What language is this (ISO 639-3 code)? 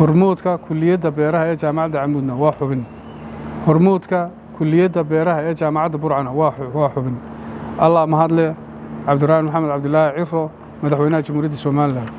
som